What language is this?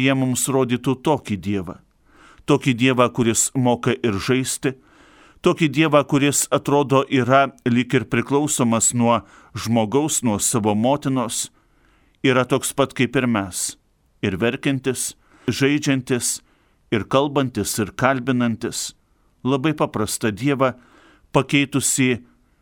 Lithuanian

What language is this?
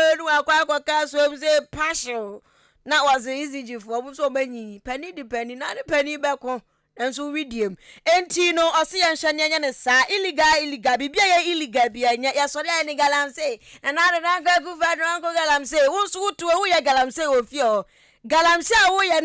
Akan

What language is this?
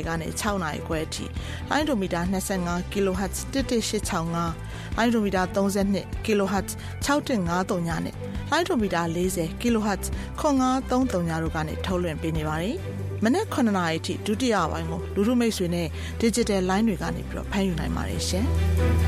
Burmese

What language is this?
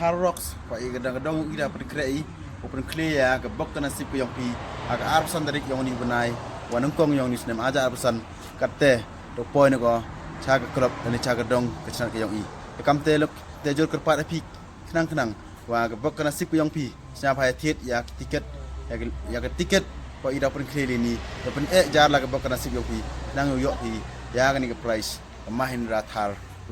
Khasi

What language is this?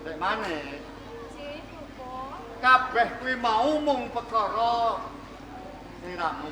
Javanese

